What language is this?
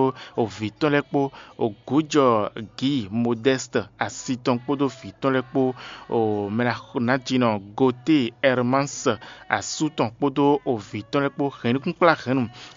Fon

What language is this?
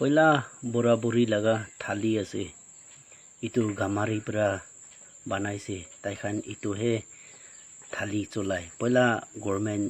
Naga Pidgin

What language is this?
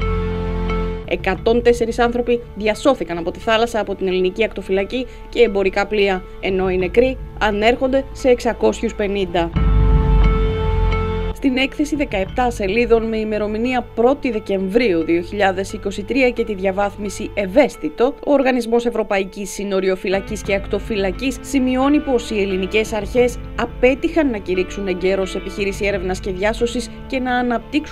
Greek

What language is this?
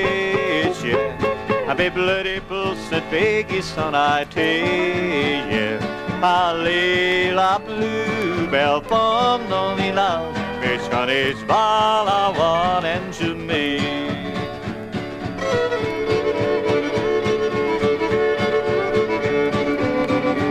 Cajun French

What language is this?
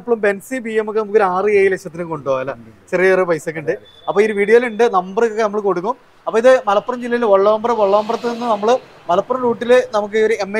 Malayalam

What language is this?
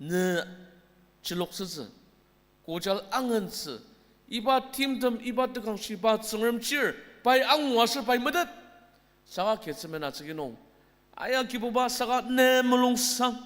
Ao Naga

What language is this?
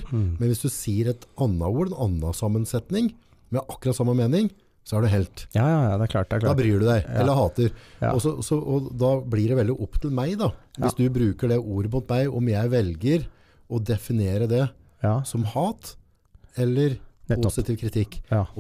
Norwegian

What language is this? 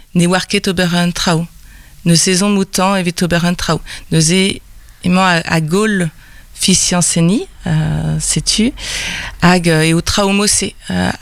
Breton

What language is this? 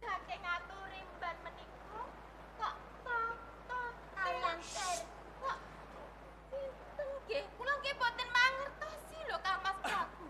Javanese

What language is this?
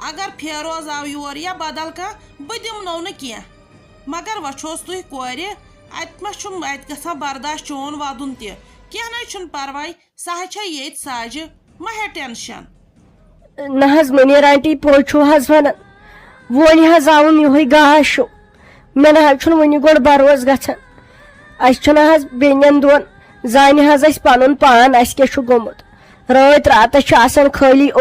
Kashmiri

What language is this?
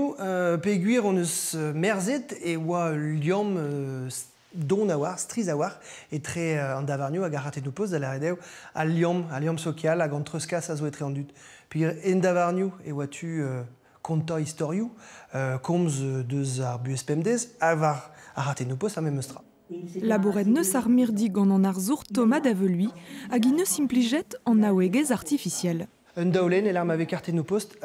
Breton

